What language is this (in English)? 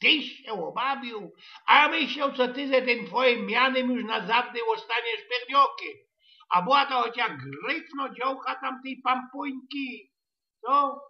Silesian